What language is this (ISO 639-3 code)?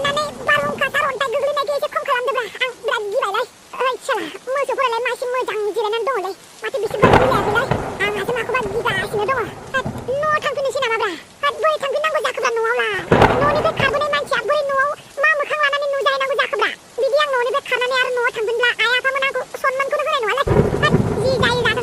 brx